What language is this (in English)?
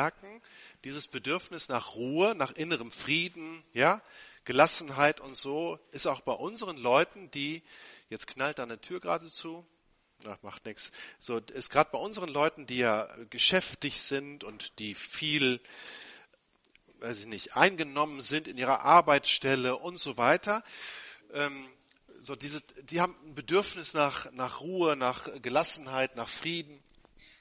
German